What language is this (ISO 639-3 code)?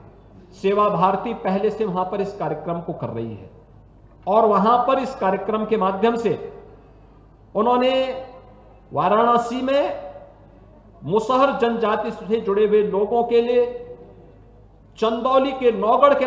hin